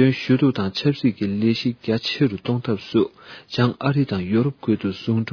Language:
Tibetan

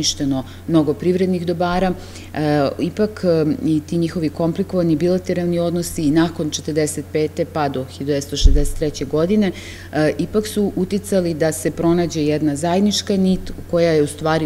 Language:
Serbian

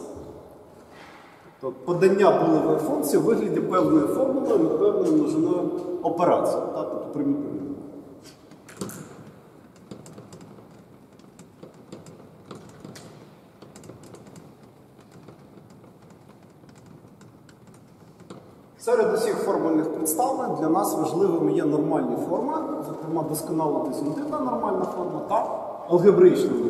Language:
Ukrainian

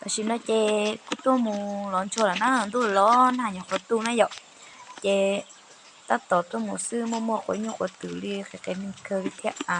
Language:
Hmong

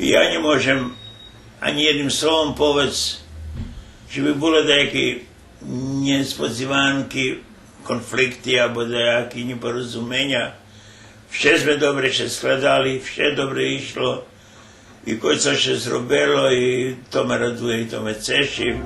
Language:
Rusyn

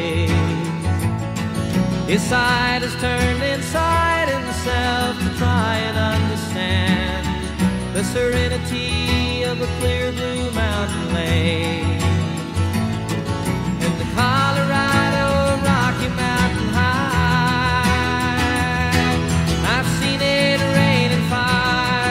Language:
English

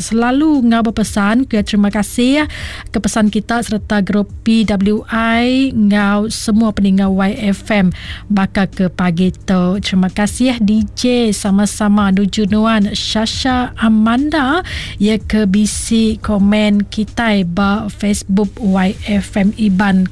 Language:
Iban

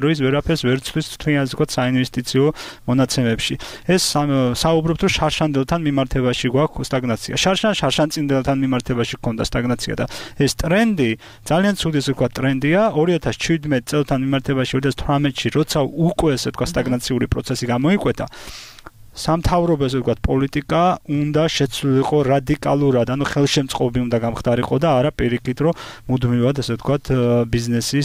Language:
Georgian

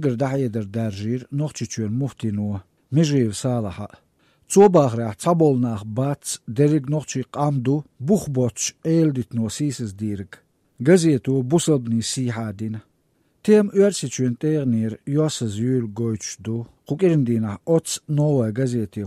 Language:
Chechen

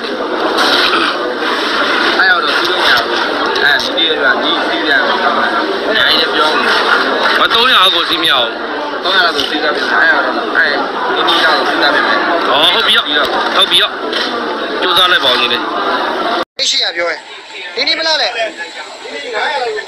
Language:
Burmese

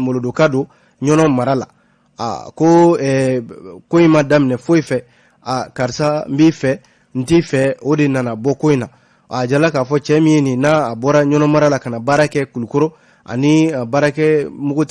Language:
Bambara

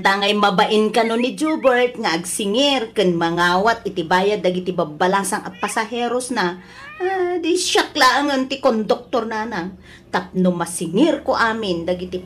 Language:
Iloko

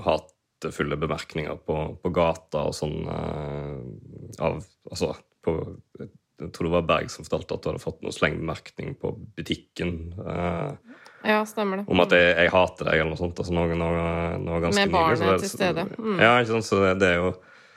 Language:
Norwegian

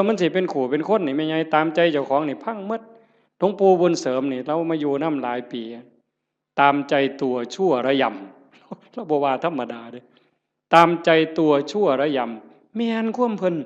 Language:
Northeastern Thai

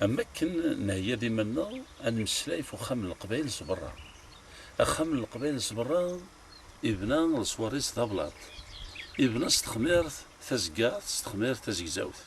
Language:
Kabyle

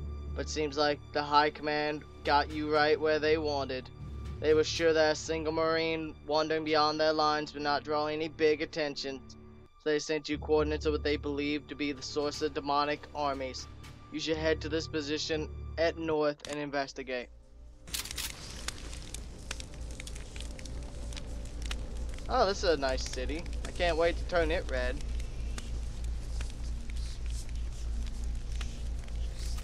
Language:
English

